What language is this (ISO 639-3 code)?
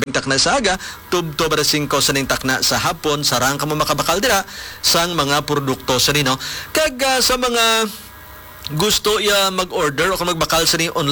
hil